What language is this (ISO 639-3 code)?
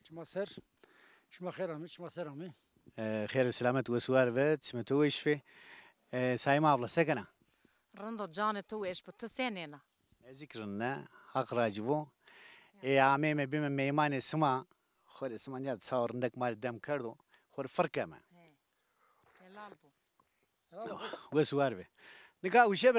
zza